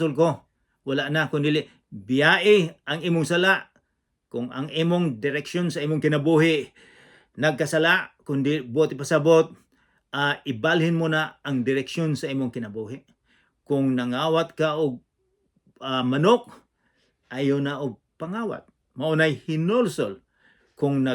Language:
Cebuano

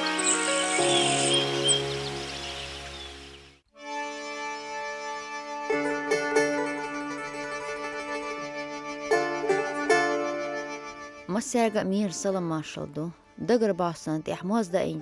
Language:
Chechen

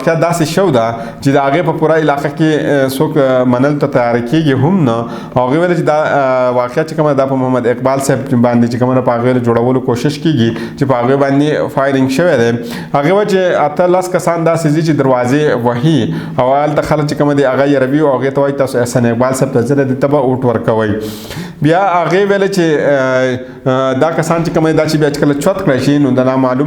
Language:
Pashto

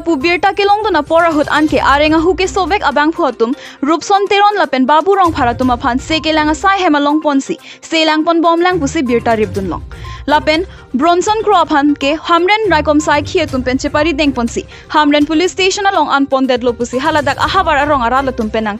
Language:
Karbi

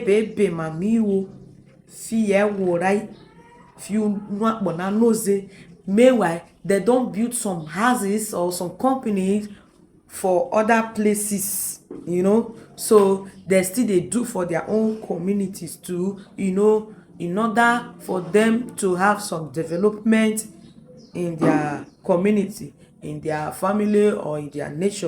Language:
Nigerian Pidgin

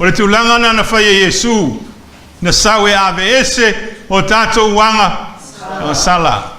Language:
Samoan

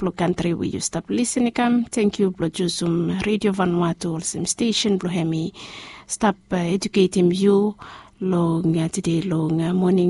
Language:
Bislama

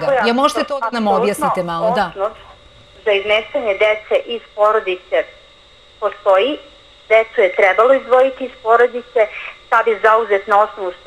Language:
Serbian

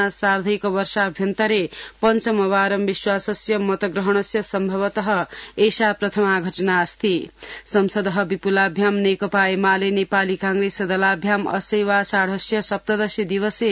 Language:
Sanskrit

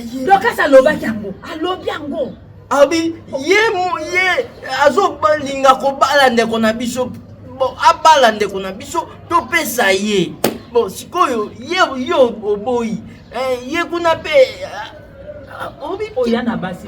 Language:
Lingala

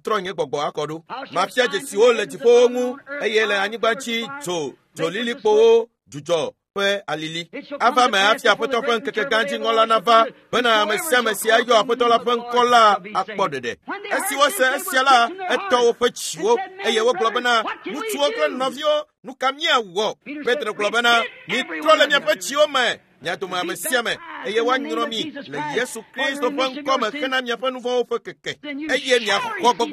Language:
Ewe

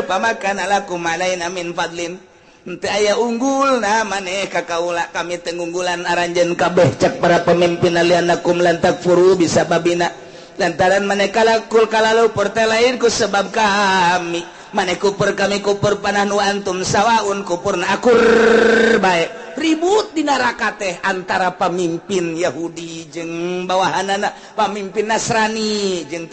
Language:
Sundanese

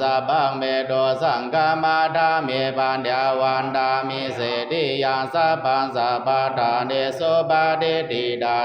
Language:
Pali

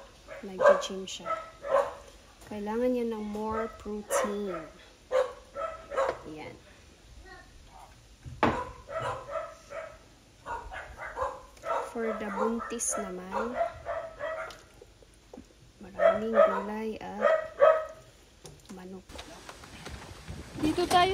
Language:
Filipino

